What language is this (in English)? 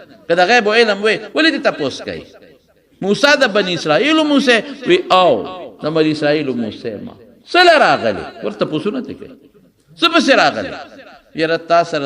Pashto